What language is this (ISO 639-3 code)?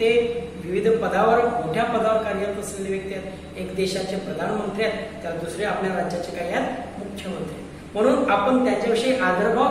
mar